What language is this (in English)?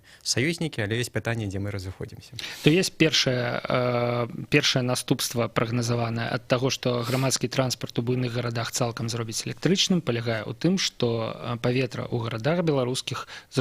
Belarusian